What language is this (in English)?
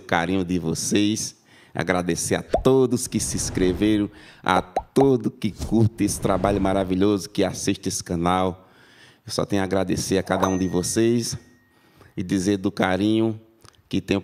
Portuguese